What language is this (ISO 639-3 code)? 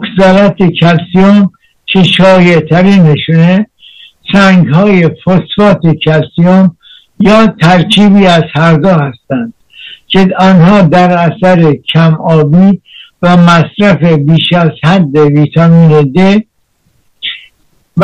fas